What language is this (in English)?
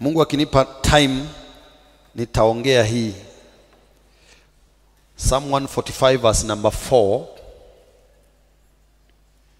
Swahili